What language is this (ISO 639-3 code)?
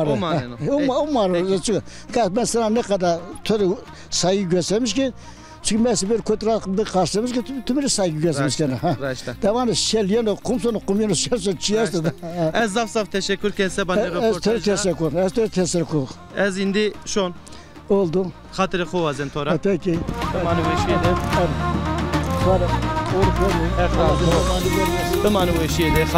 zza